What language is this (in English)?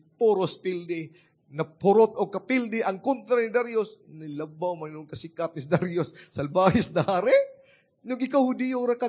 Cebuano